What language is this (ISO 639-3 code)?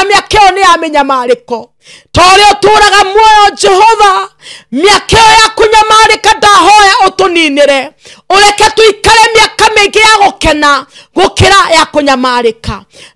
kik